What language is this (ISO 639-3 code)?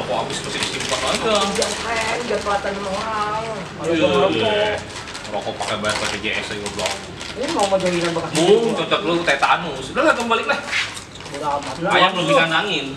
bew